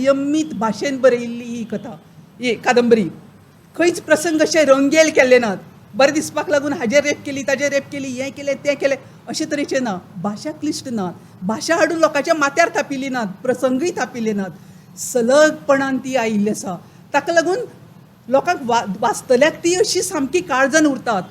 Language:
Konkani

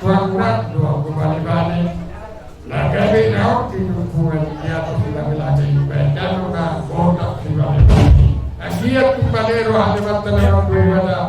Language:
Batak Toba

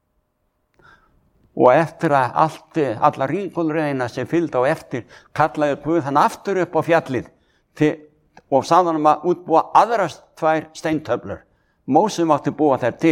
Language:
Icelandic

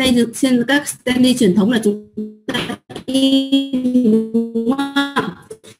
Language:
Vietnamese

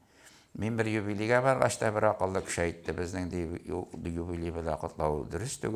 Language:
Tatar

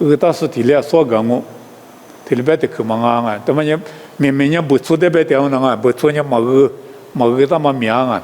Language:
Lisu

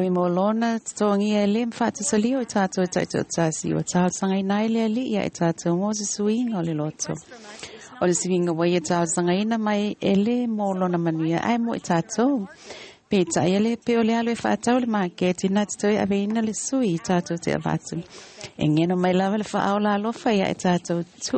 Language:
Samoan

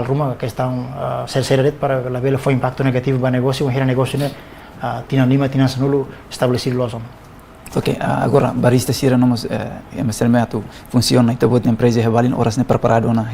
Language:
Tetum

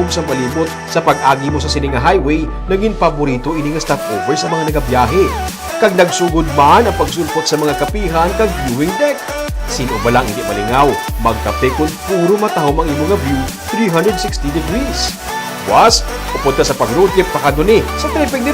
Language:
Hiligaynon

